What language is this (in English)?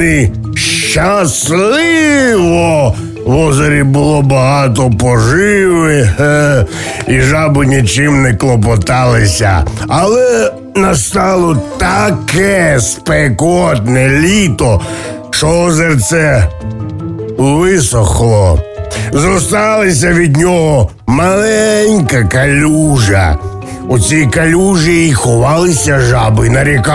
Ukrainian